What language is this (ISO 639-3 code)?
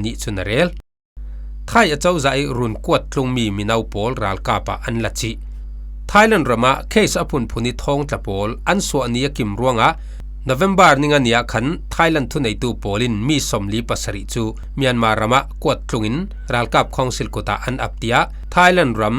cfm